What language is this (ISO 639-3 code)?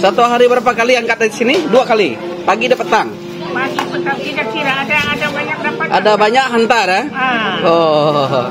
iba